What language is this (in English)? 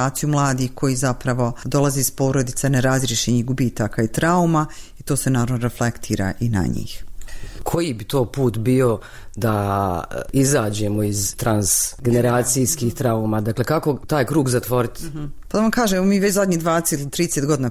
Bosnian